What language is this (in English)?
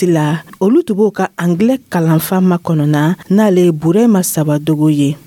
Dyula